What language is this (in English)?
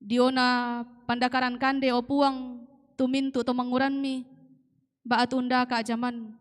Toraja-Sa'dan